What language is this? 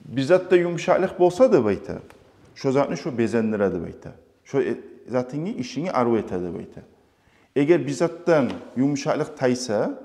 Kumyk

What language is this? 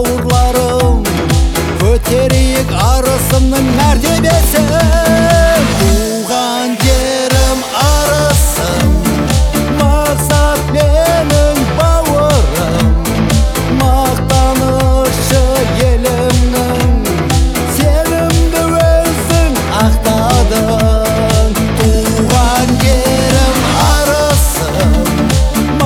Kazakh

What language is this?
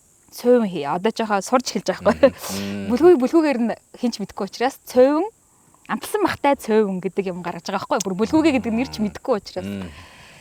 Mongolian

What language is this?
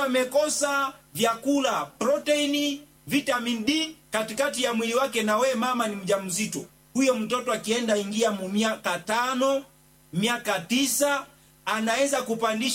Swahili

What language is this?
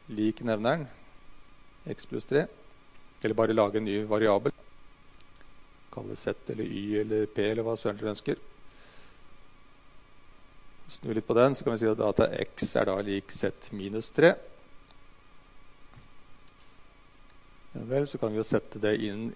Norwegian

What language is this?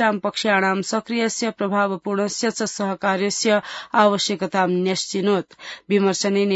Sanskrit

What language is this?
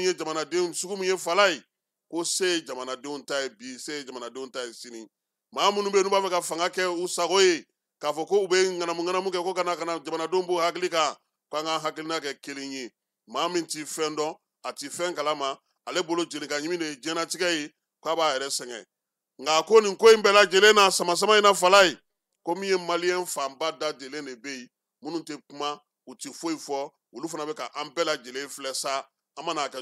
Bambara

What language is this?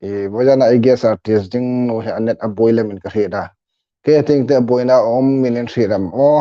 Hmar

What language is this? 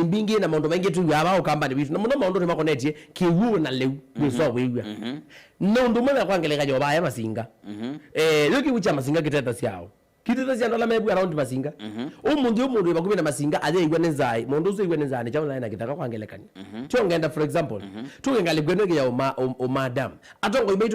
Kamba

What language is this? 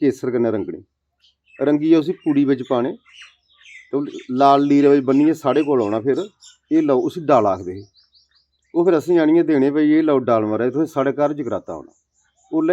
Dogri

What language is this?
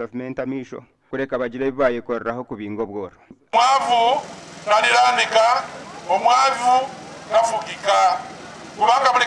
Nyankole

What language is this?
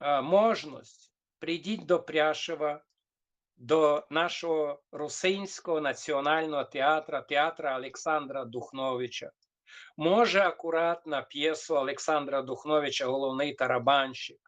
Rusyn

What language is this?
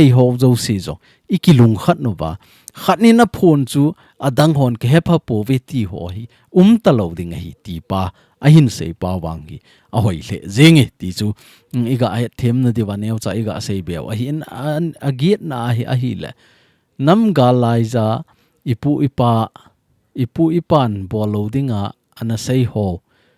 Thado Chin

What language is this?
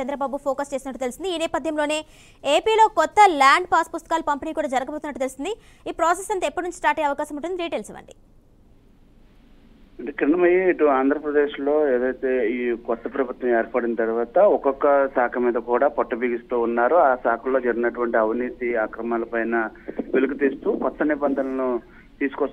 Telugu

